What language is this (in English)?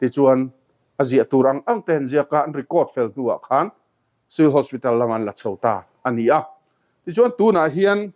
Mizo